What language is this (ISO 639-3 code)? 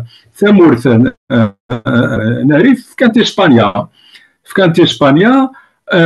kab